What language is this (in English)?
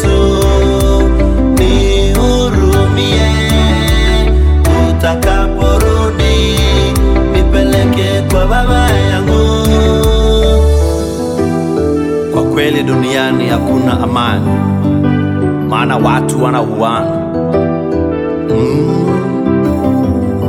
Swahili